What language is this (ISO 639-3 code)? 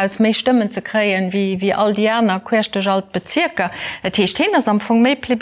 ltz